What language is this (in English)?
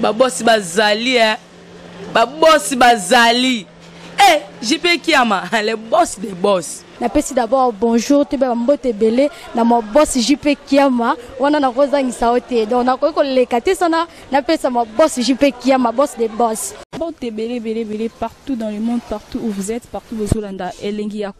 Lingala